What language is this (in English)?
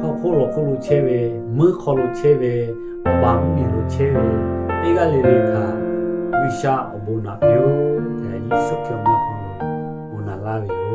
Lahu